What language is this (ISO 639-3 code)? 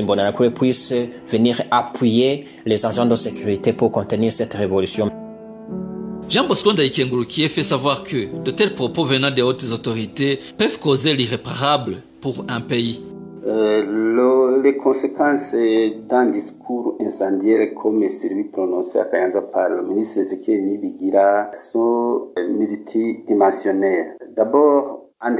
fra